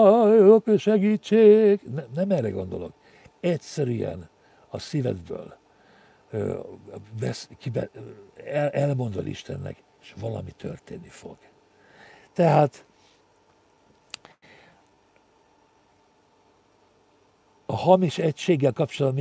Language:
Hungarian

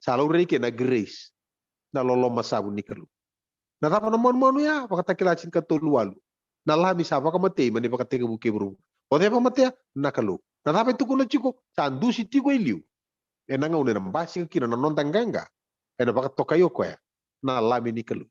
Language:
Fijian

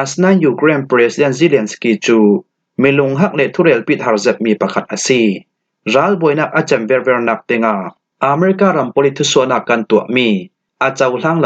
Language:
Falam Chin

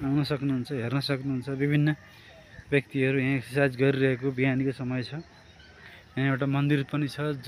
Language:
Nepali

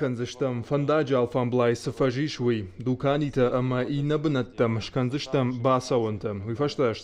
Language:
Ossetic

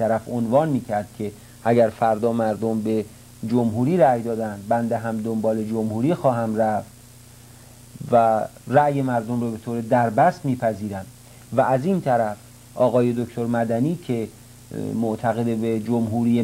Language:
Persian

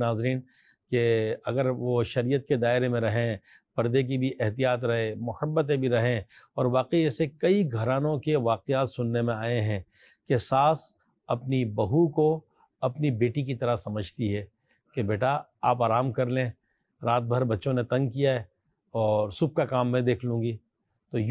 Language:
Urdu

